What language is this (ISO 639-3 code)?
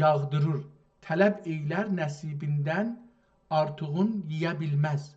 azb